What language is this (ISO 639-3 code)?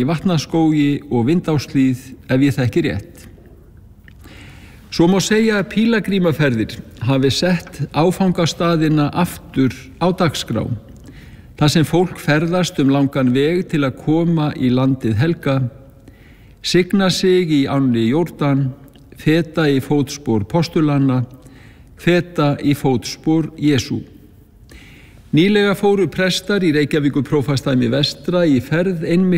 isl